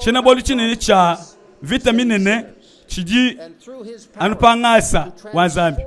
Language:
Luba-Lulua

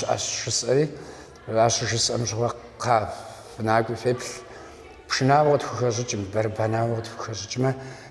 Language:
Kabardian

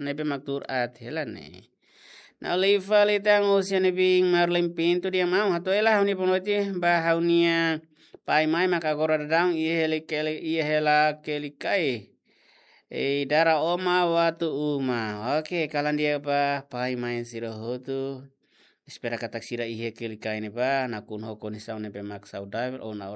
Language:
Tetum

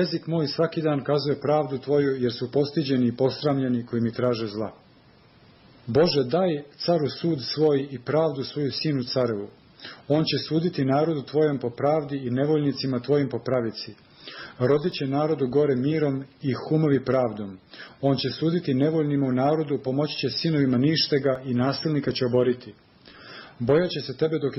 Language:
Serbian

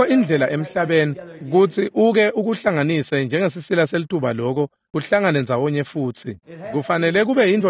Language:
Swati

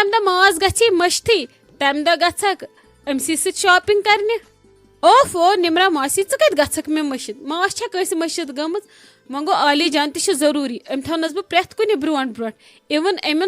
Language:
Kashmiri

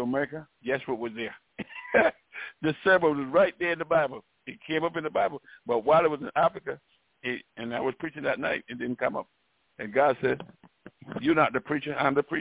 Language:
English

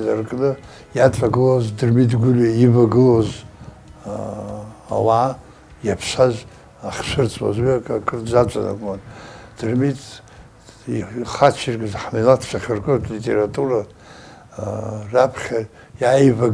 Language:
Abkhazian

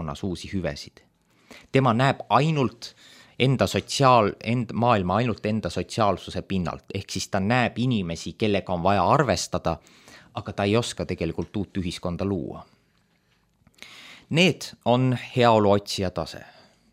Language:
Estonian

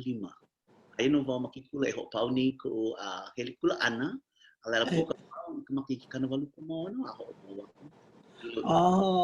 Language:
Hawaiian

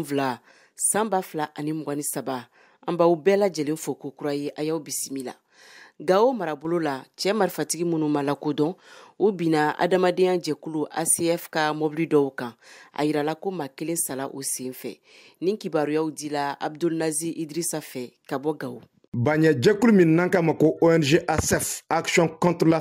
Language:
Bambara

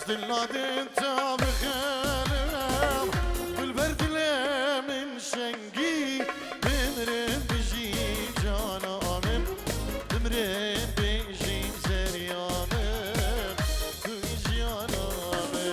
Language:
Kurdish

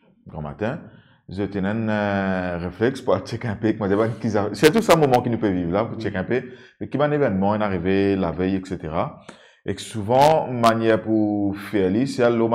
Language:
Morisyen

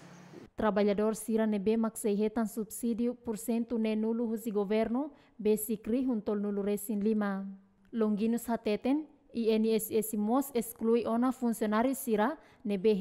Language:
Tetum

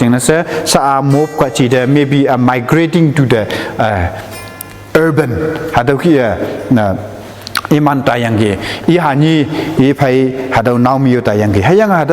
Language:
Konyak Naga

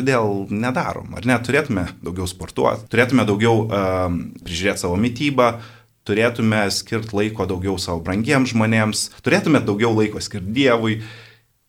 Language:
Lithuanian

